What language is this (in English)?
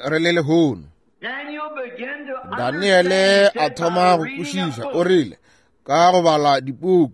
Northern Sotho